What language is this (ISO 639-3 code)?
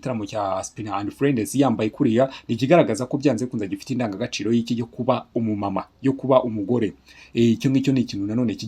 kin